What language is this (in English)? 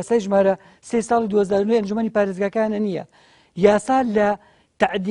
Central Kurdish